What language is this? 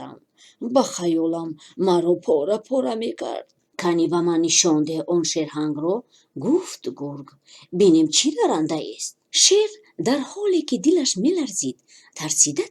Tajik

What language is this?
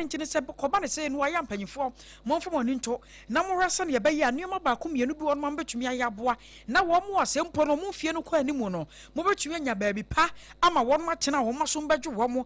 Akan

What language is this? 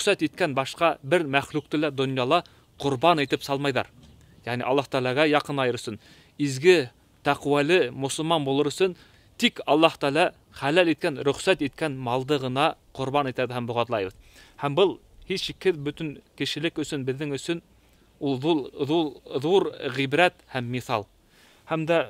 Bashkir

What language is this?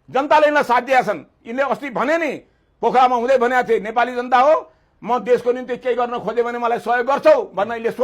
Nepali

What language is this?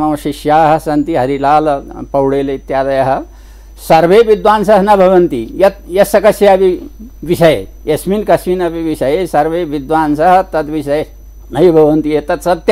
Sanskrit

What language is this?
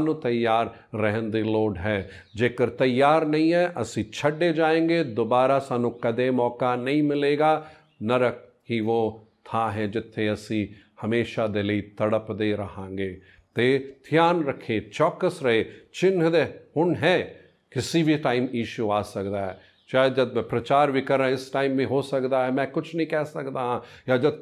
Punjabi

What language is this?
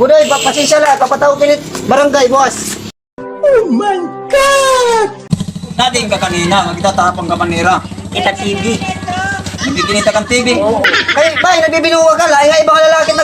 Waray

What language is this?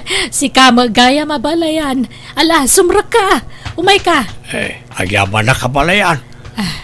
Iloko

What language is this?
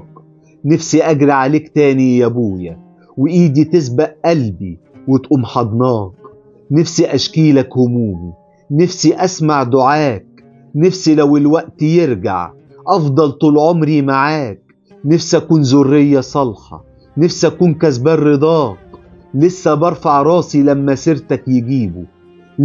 Egyptian Arabic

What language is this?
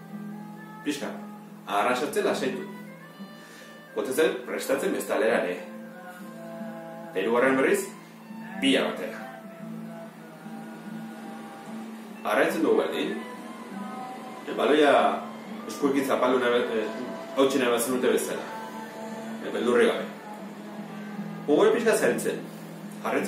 Basque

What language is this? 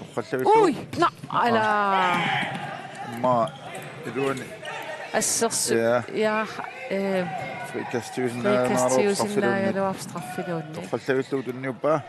Kalaallisut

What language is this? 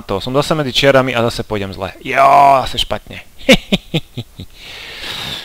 Slovak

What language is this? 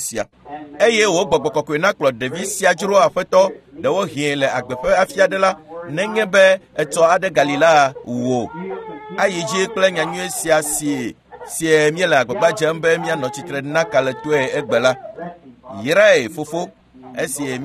Ewe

